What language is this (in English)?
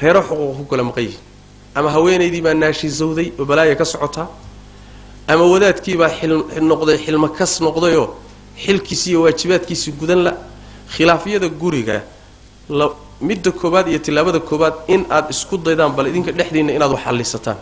Somali